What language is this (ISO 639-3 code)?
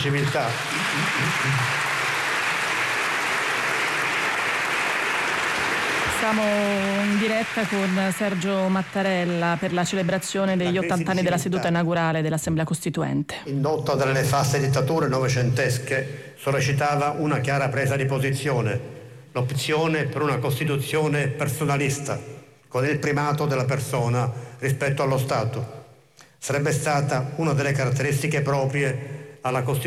ita